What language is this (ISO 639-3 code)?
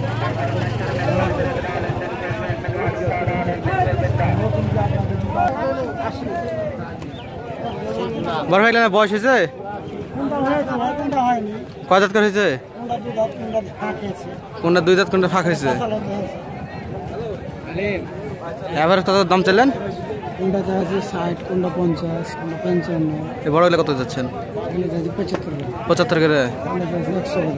ben